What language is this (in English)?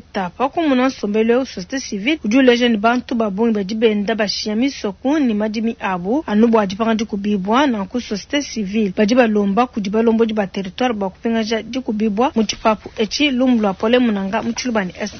Luba-Lulua